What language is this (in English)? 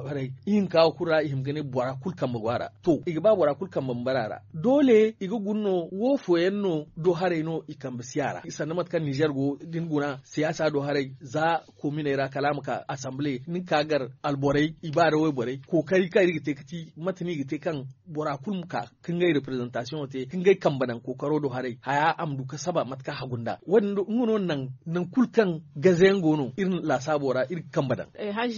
Zarma